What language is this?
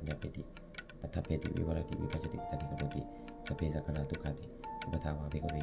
Pali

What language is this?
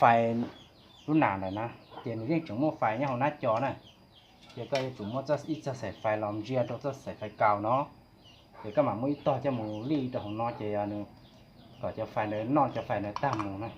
Hmong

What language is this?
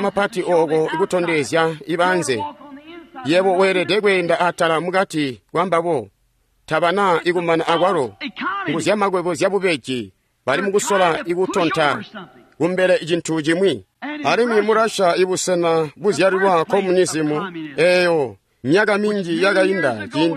Tonga (Zambia)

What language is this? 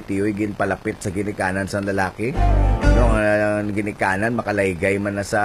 Hiligaynon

